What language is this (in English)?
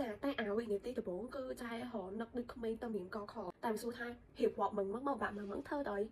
Khmer